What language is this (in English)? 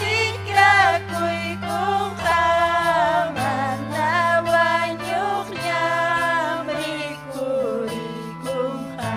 Ayacucho Quechua